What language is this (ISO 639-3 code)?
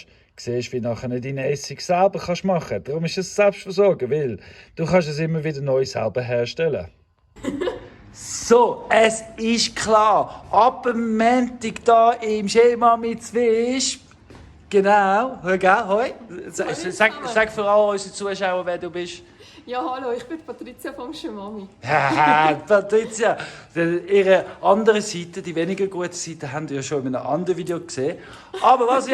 gsw